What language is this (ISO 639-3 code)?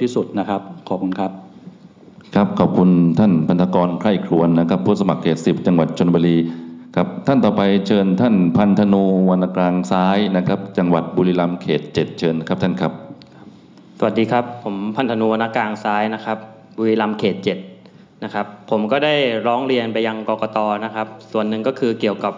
tha